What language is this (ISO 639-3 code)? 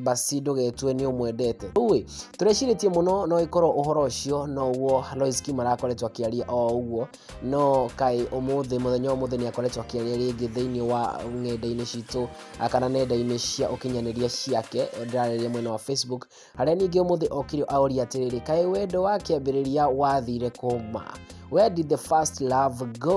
kik